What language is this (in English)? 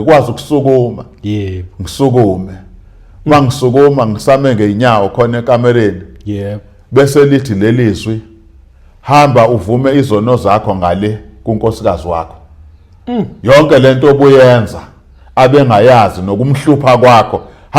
Zulu